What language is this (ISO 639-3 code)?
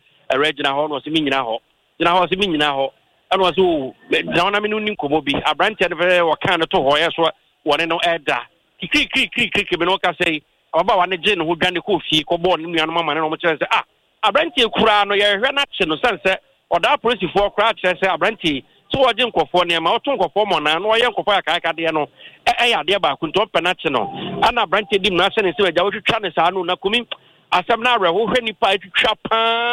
aka